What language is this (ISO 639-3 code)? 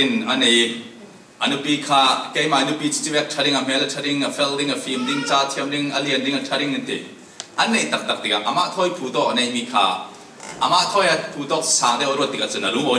cfm